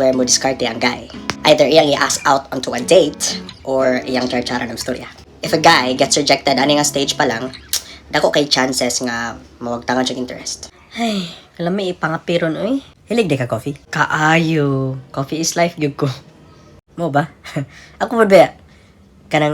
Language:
Cebuano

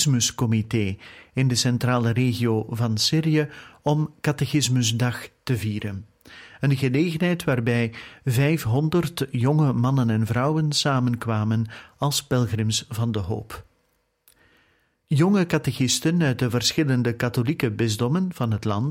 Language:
Dutch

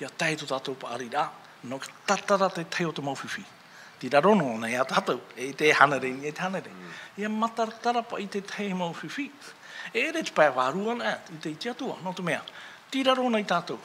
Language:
Tahitian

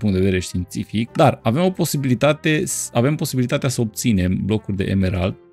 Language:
Romanian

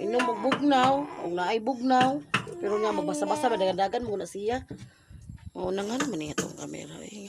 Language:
Cebuano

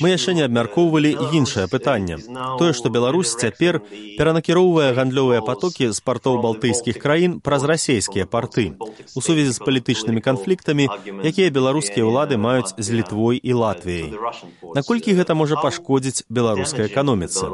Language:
Belarusian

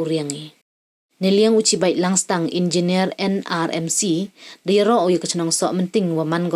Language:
Pnar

